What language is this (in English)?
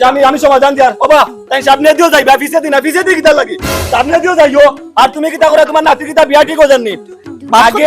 Sylheti